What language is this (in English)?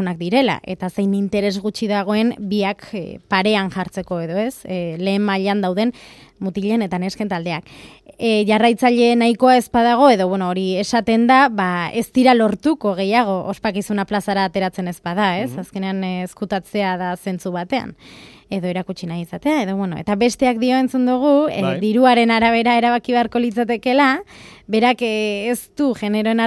Basque